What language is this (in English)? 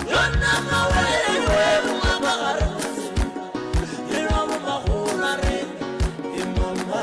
Northern Sotho